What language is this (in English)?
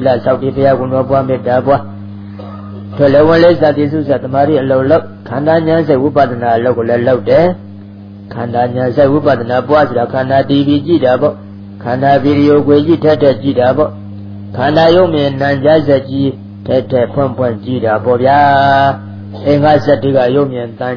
Burmese